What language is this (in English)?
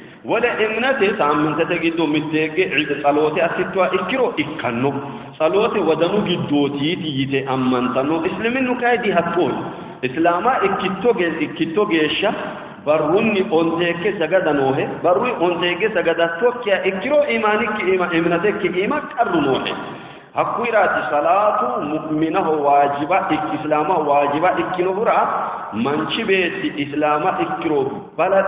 Sidamo